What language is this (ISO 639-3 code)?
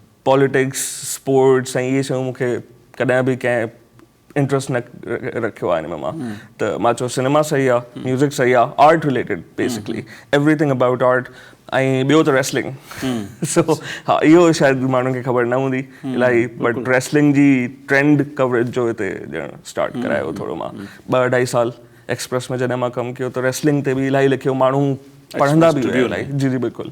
snd